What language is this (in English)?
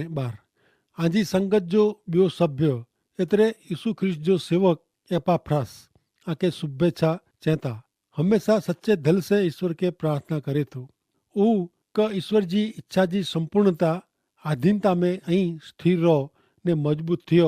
Kachhi